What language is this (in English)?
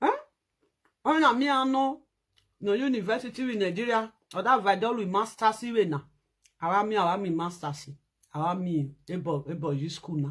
Nigerian Pidgin